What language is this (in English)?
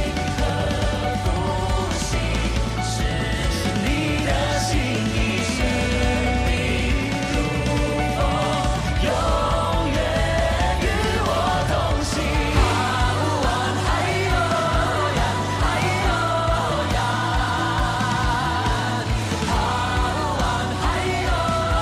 Chinese